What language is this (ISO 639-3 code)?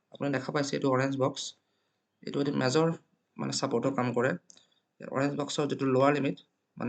asm